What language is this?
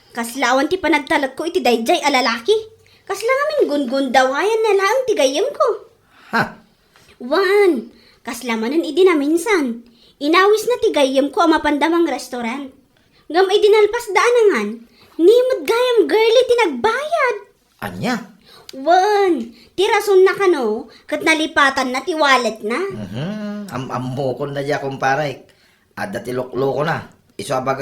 Iloko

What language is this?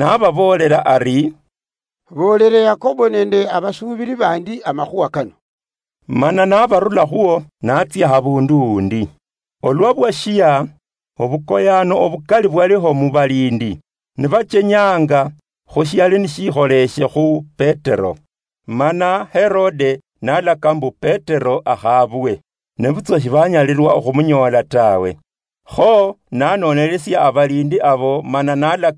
Luyia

